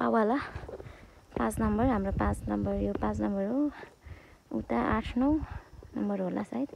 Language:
Nepali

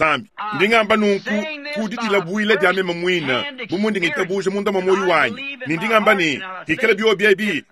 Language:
Luba-Lulua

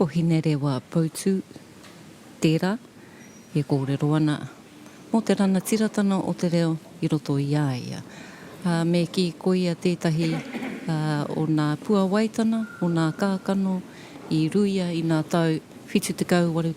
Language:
Māori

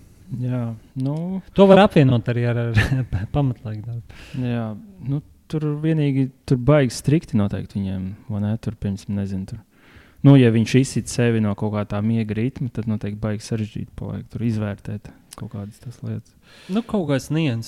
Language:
Latvian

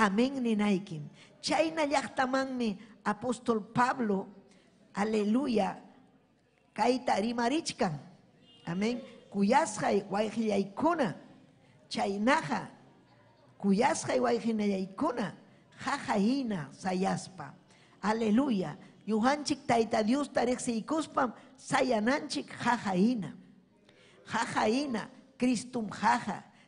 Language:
Ayacucho Quechua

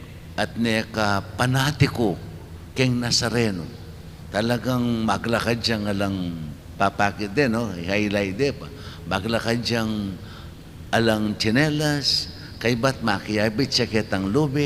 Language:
Pampanga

